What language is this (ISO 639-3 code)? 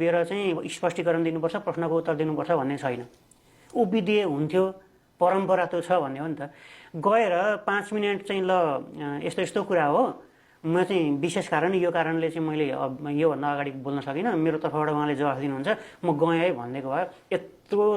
nep